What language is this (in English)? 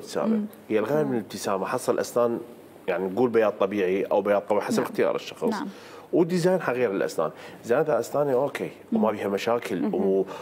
Mesopotamian Arabic